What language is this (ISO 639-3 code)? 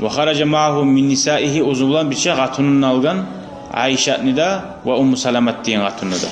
kum